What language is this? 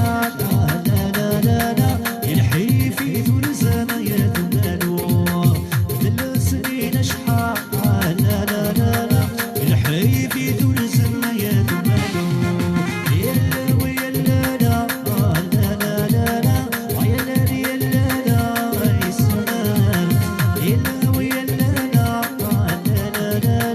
Kabyle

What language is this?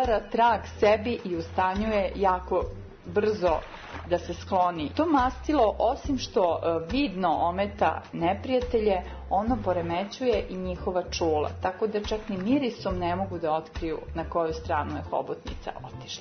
Serbian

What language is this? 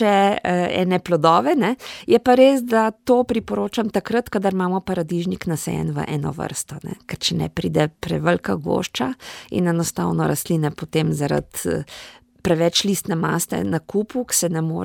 Slovenian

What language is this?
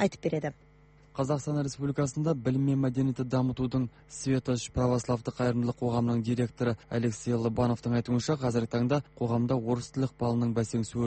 Kazakh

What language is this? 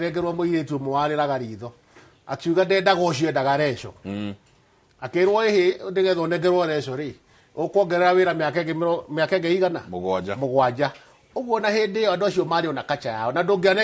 Kikuyu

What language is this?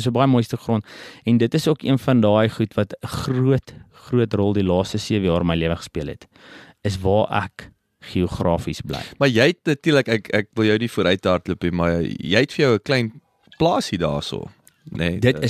Afrikaans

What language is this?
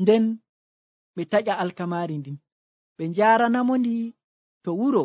Nigerian Fulfulde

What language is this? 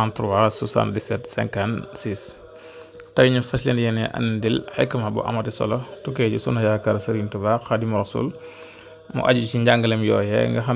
Wolof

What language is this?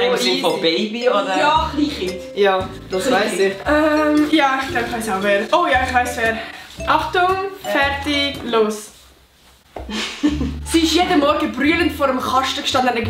Swiss German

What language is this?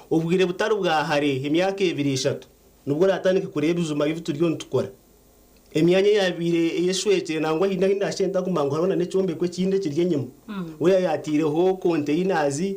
Nyankole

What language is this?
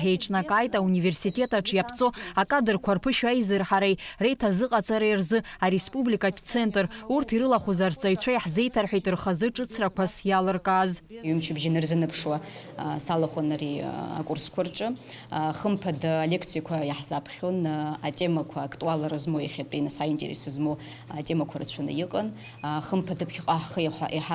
Abkhazian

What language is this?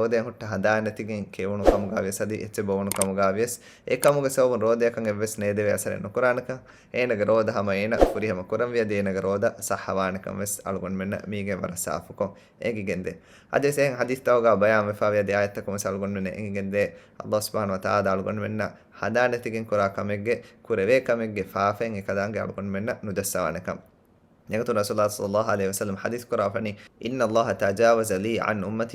Divehi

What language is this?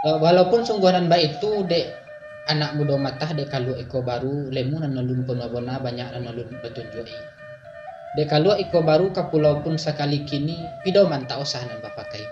Minangkabau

